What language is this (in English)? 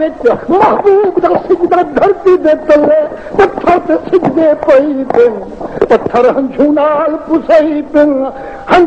Saraiki